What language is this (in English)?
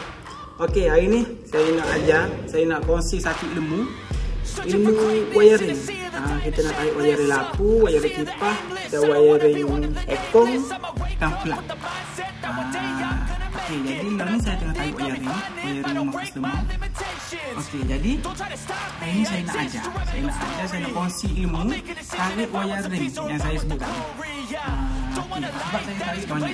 Malay